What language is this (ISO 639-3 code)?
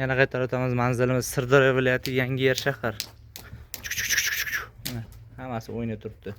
uzb